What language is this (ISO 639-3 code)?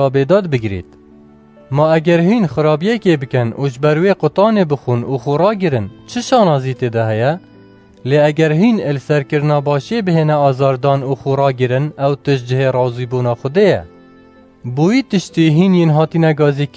kur